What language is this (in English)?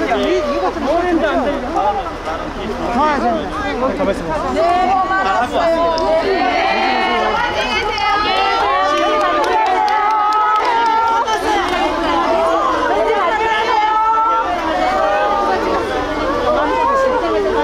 Korean